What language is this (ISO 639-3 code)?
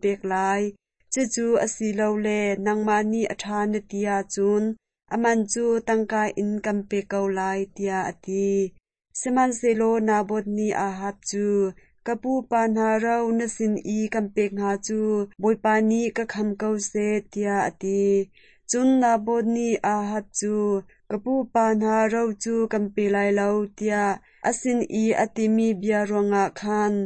cnh